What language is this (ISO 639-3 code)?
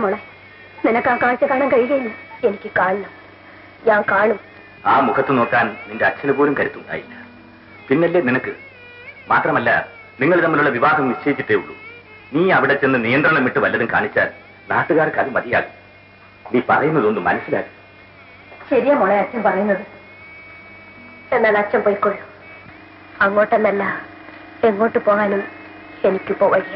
mal